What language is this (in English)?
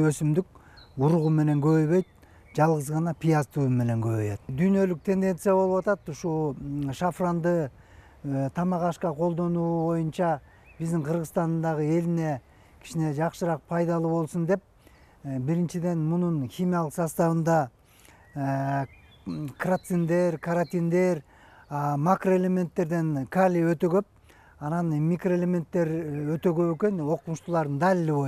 Kyrgyz